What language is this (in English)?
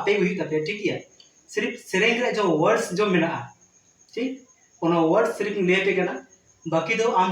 Santali